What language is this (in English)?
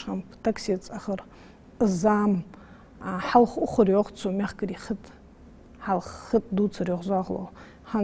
Ingush